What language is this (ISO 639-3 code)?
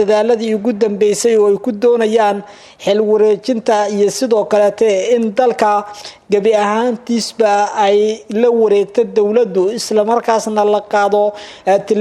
som